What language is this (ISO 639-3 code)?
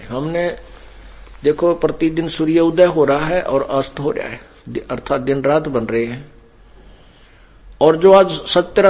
hin